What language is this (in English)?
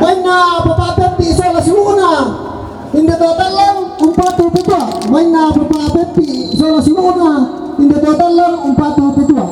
Toraja-Sa'dan